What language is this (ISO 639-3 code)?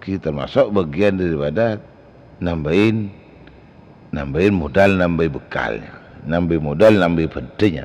mad